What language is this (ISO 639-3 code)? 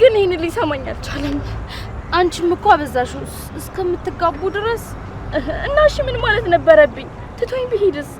amh